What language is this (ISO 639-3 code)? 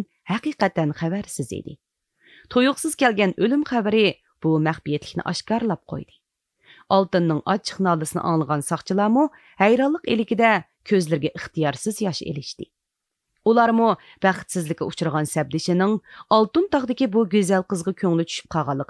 uig